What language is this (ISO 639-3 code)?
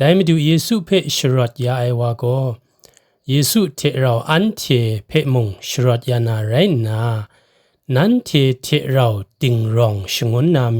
kac